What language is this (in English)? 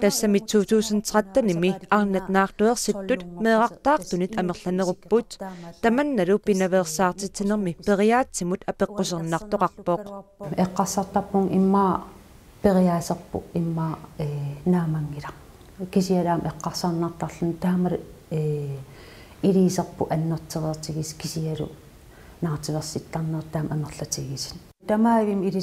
Kalaallisut